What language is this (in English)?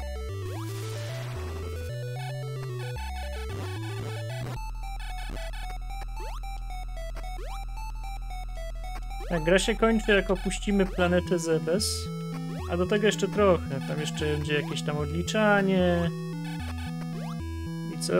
Polish